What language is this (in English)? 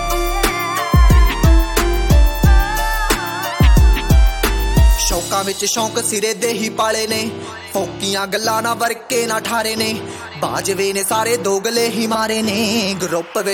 Punjabi